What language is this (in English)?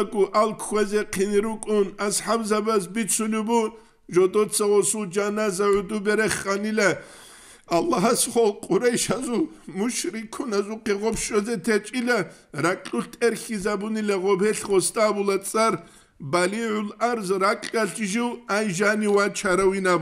Avaric